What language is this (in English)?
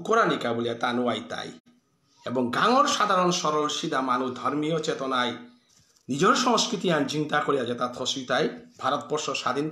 Bishnupriya